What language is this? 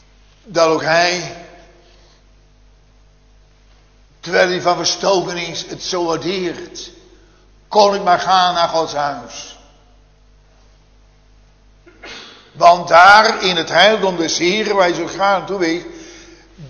Dutch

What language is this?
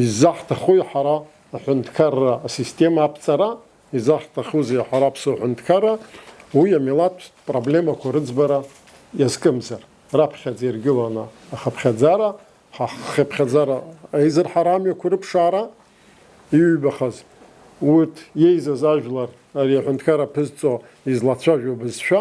Abkhazian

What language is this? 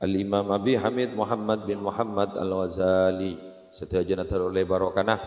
Madurese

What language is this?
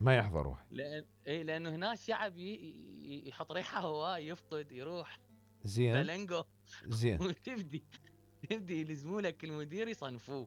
Mesopotamian Arabic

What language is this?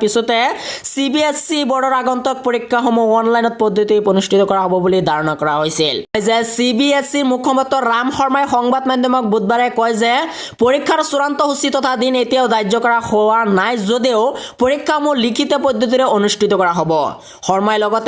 Assamese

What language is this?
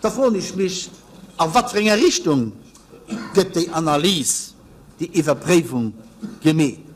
Luxembourgish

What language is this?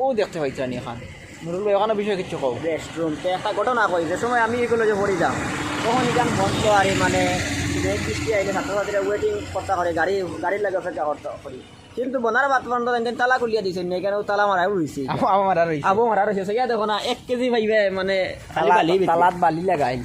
Sylheti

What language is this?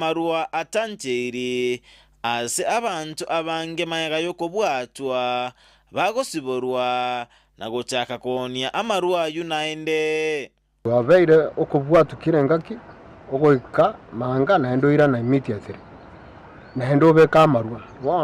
Gusii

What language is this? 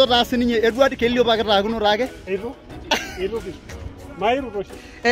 Masai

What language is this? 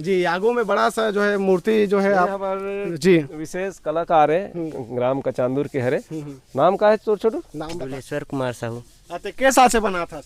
Chhattisgarhi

